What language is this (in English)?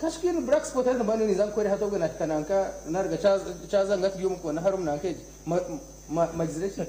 Nyankole